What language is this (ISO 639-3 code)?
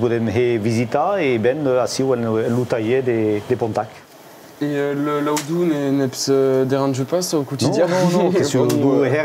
oci